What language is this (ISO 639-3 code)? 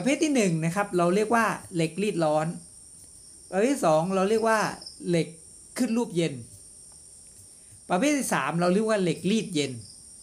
tha